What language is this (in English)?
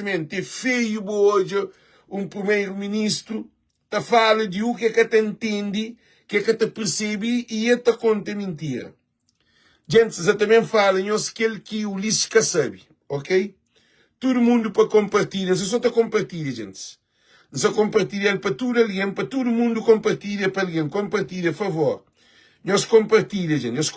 Kabuverdianu